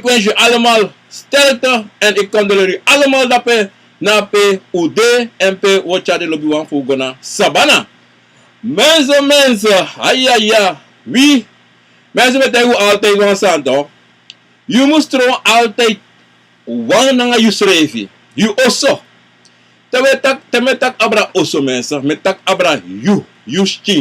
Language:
Sranan Tongo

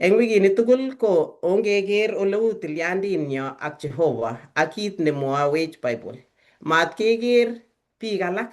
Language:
Kalenjin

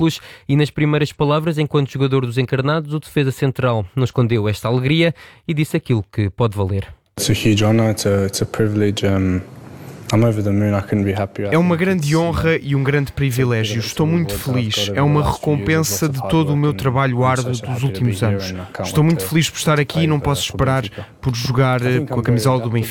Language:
Portuguese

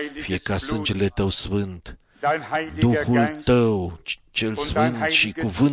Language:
Romanian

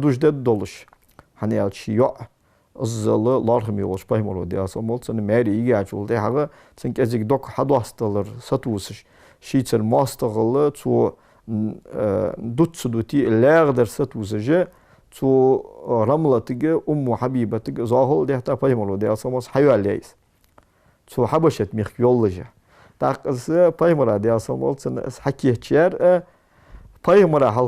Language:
Ingush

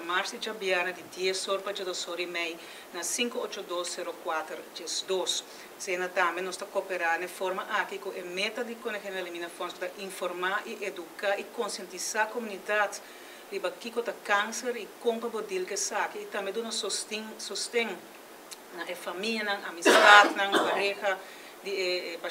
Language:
Papiamento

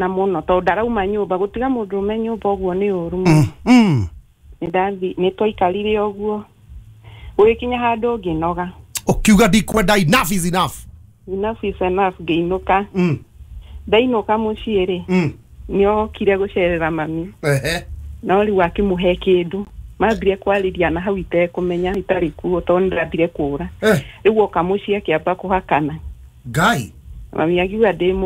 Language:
Kikuyu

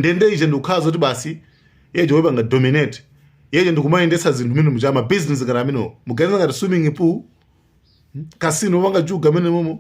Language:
Nyanja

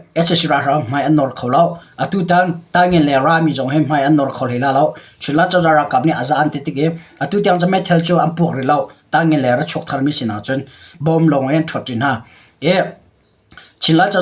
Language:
Hakha Chin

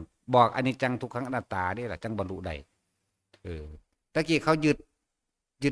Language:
Northeastern Thai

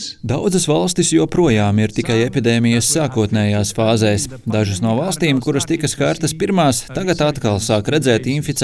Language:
Latvian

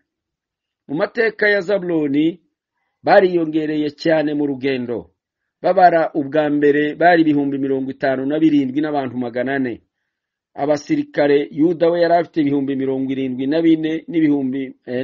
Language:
Kinyarwanda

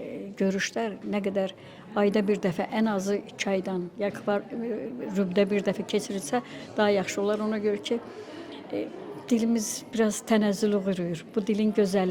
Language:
Azerbaijani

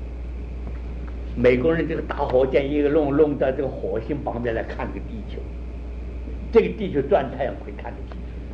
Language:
Chinese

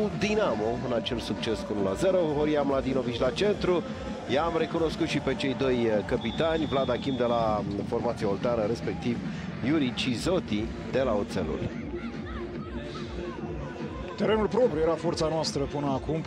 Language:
Romanian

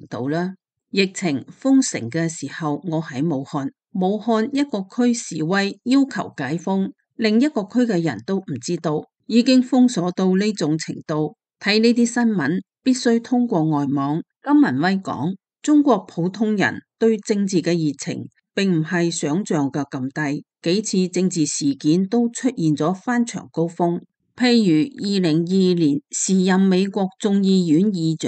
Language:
Cantonese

